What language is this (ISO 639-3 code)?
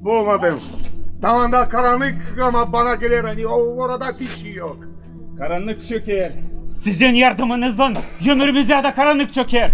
gag